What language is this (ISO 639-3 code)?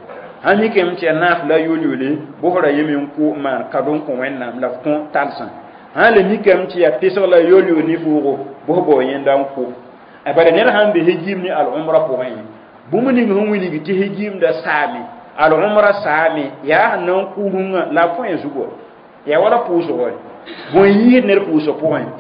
mos